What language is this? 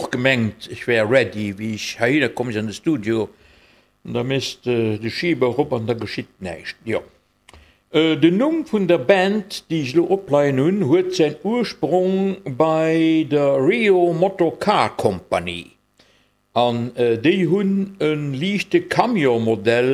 Luxembourgish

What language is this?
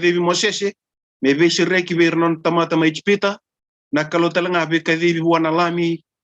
Fijian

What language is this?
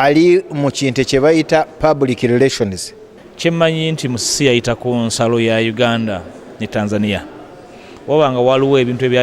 Ganda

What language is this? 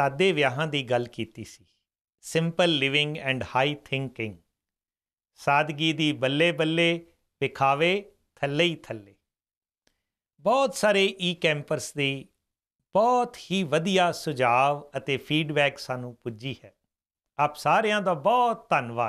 Punjabi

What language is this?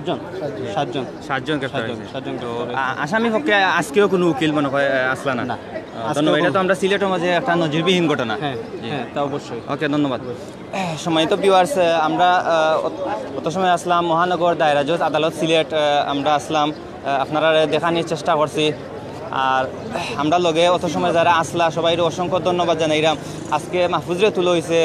Sylheti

